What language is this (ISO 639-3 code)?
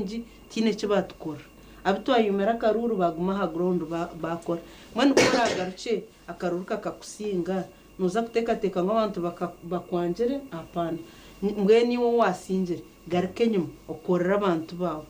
nyn